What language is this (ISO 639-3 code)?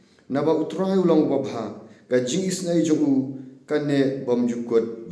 kha